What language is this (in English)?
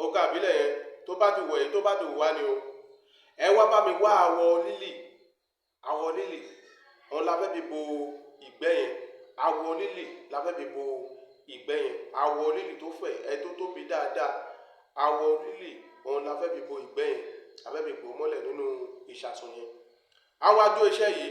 Yoruba